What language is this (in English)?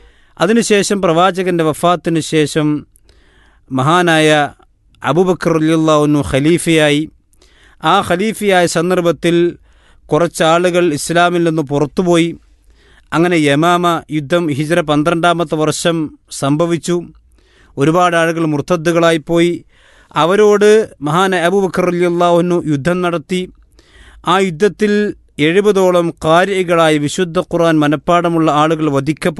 Malayalam